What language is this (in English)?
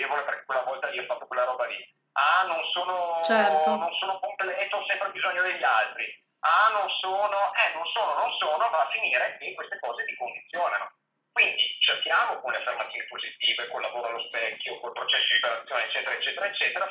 Italian